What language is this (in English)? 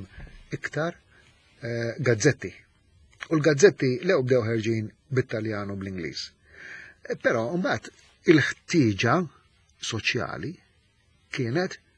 Maltese